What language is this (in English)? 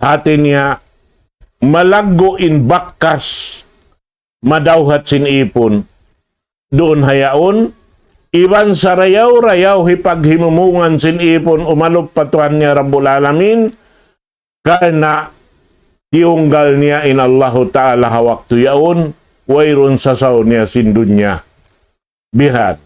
Tausug